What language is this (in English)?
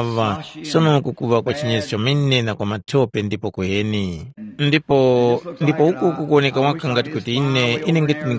Tumbuka